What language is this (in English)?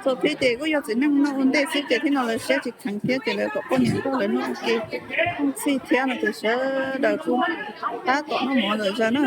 Hmong